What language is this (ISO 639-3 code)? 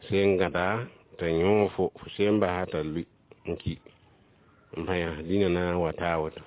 mos